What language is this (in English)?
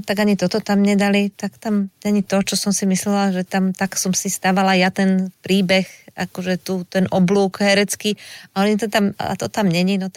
Slovak